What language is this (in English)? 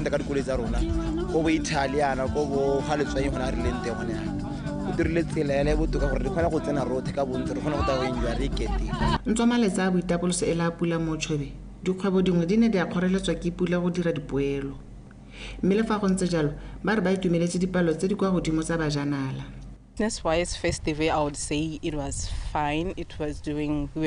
Tswana